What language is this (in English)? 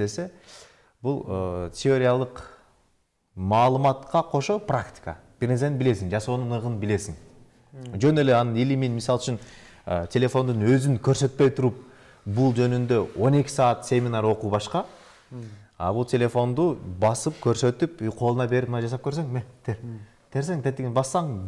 Kyrgyz